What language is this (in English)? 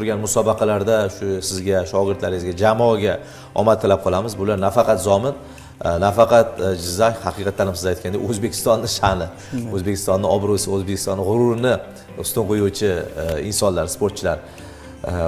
Uzbek